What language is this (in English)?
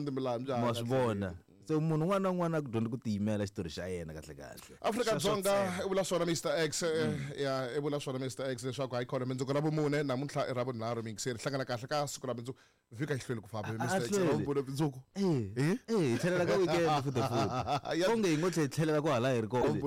Tsonga